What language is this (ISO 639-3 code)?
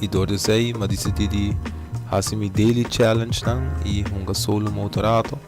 pap